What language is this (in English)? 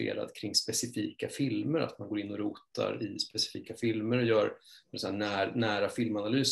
Swedish